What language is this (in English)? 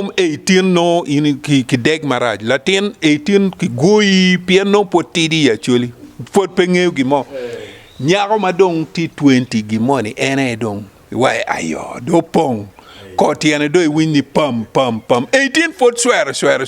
Acoli